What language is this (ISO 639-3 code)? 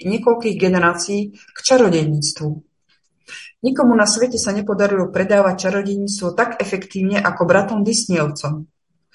slk